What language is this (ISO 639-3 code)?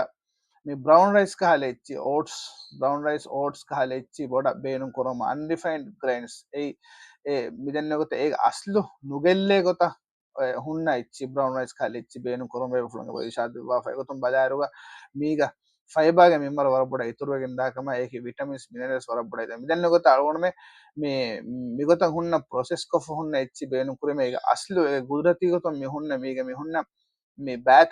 div